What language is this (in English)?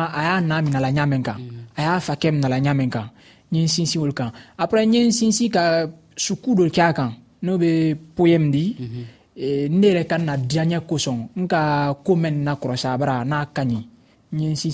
Dyula